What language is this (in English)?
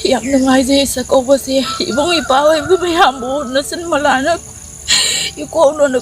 Manipuri